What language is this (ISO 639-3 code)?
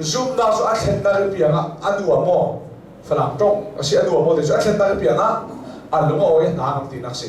cnh